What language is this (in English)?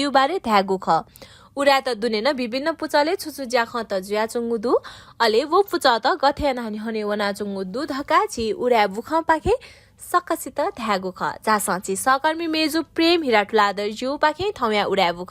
Newari